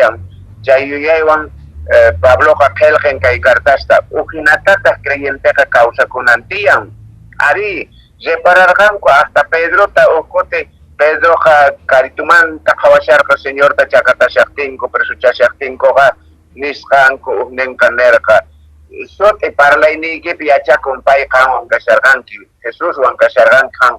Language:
Quechua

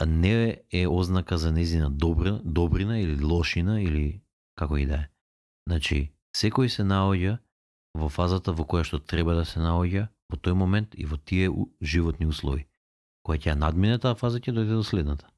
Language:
Macedonian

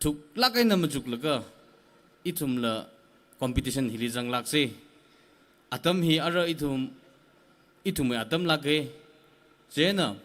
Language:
Tangkhul Naga (India)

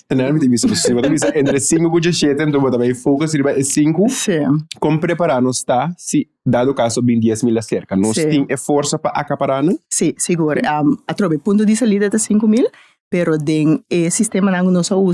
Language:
Papiamento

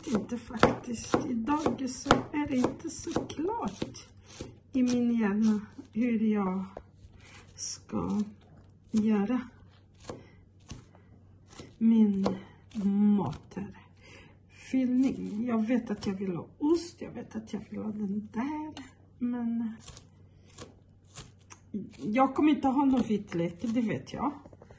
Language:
Swedish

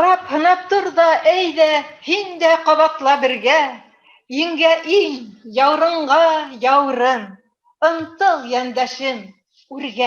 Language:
Bashkir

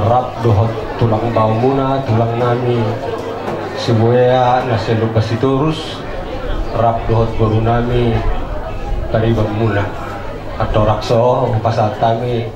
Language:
Batak Toba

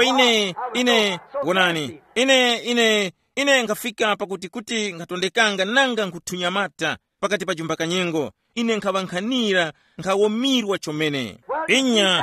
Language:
Tumbuka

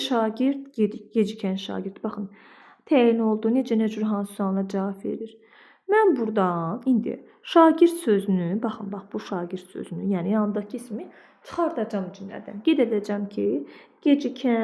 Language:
Azerbaijani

